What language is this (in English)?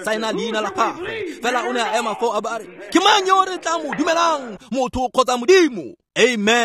Tswana